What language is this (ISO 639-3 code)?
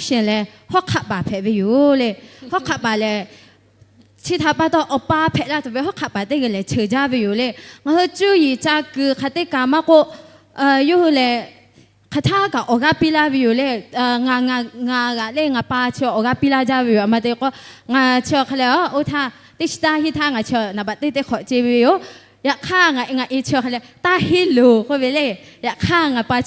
lhu